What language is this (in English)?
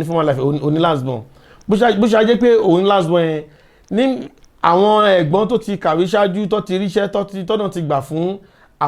Yoruba